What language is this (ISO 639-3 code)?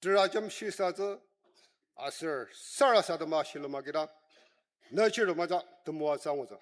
njo